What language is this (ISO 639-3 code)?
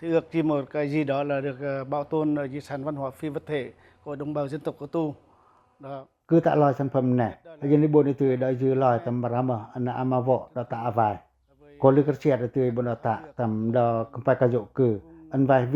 pac